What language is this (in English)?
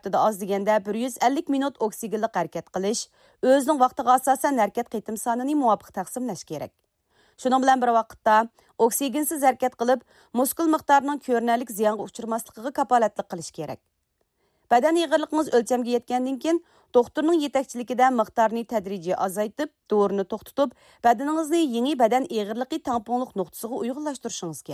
Uyghur